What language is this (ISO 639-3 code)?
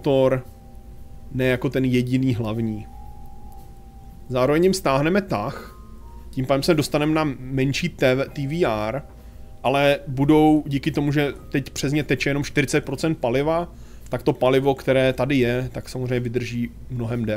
ces